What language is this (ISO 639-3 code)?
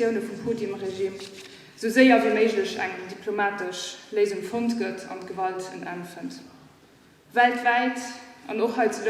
ltz